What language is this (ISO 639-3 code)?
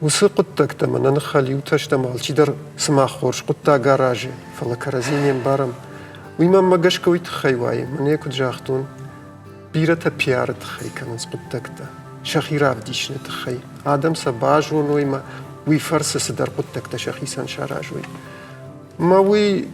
oss